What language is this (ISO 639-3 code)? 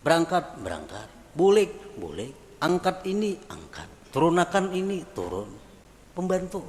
bjn